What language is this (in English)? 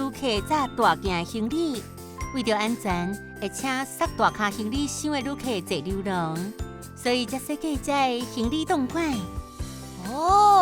Min Nan Chinese